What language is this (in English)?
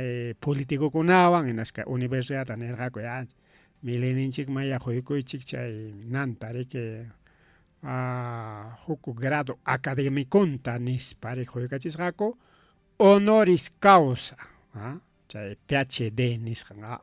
Ayacucho Quechua